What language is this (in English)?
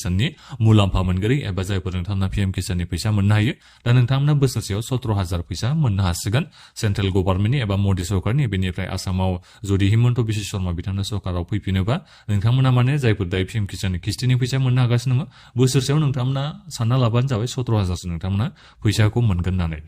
Bodo